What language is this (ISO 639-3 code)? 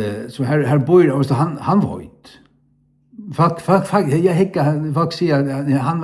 fao